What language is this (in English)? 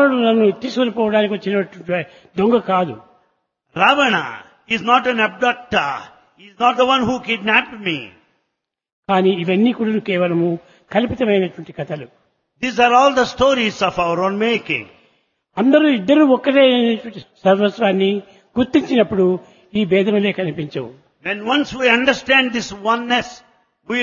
Telugu